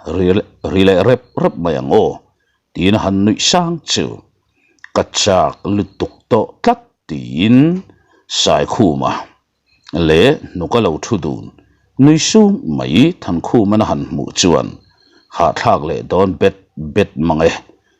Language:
Mizo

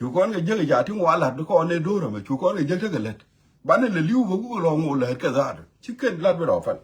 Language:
Nuer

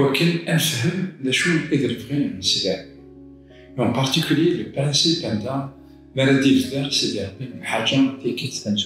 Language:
Kabyle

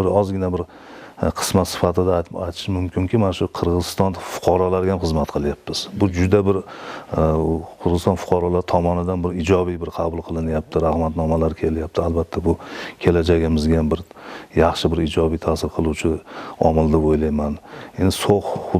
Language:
Uzbek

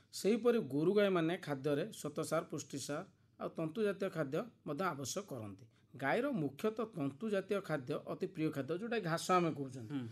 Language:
Odia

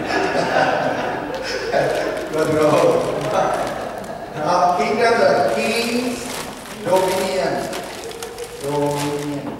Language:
Burmese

